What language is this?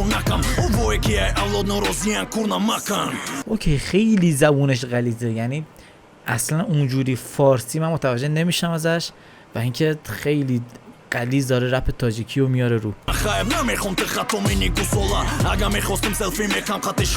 Tajik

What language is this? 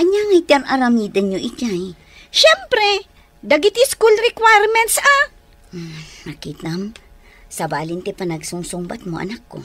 Iloko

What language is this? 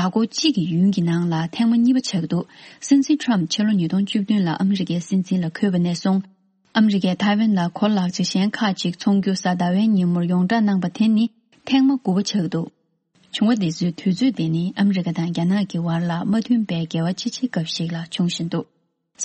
Tibetan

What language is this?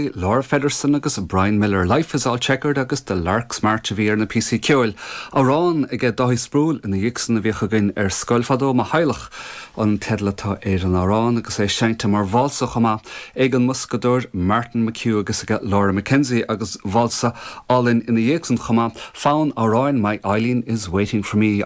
Irish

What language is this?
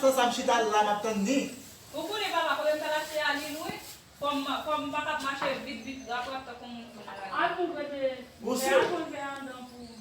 Haitian Creole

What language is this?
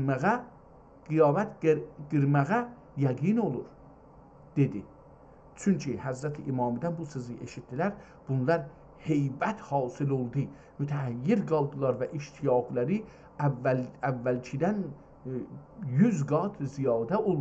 South Azerbaijani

